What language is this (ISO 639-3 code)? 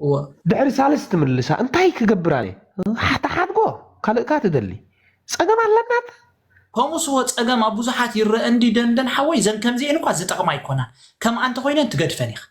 tir